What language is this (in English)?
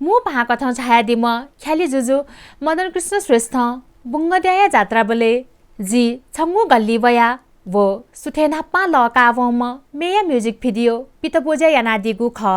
Newari